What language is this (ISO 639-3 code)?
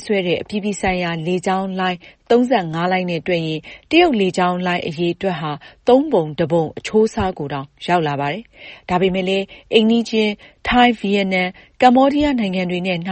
mya